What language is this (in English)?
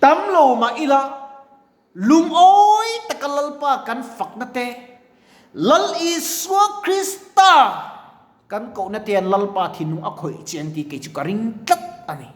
Mizo